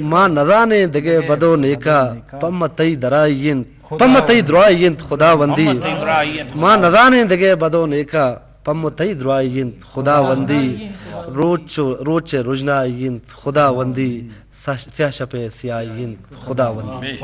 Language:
Eastern Balochi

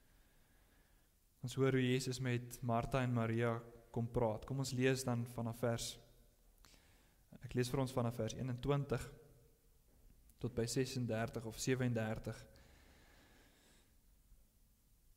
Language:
Afrikaans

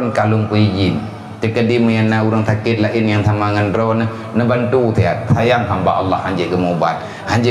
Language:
Achinese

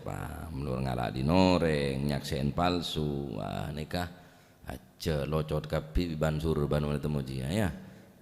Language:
Madurese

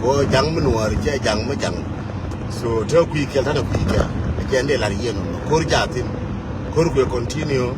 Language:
Nuer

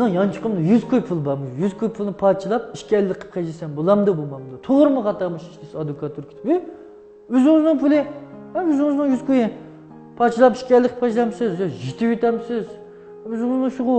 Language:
Uyghur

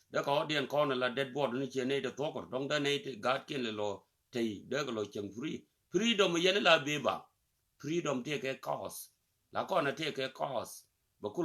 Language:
Nuer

